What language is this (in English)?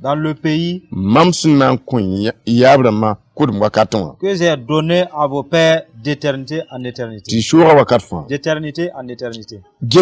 Mossi